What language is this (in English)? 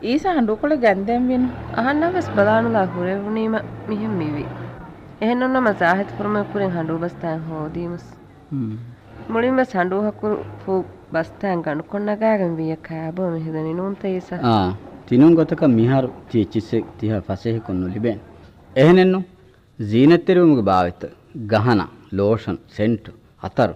Divehi